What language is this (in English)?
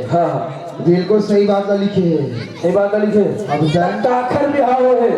Chhattisgarhi